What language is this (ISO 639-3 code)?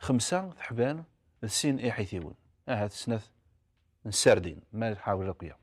kab